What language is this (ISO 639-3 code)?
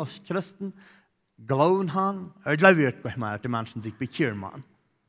pdt